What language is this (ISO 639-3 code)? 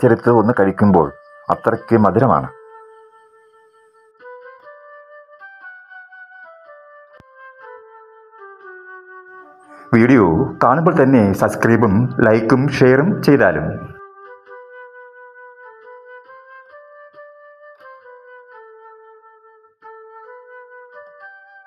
mal